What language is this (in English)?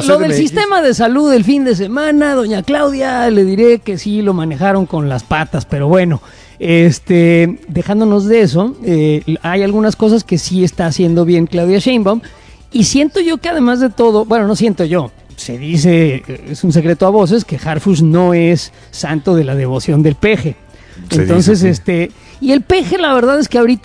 Spanish